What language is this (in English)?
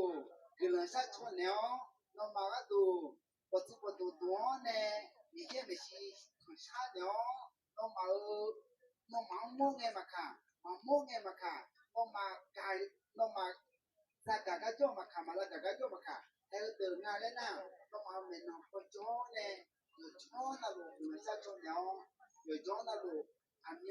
Akha